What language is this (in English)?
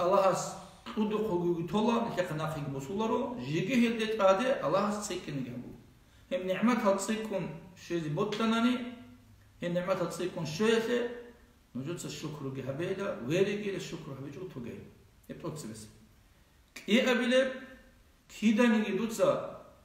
Avaric